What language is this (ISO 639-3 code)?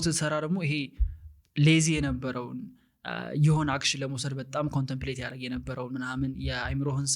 amh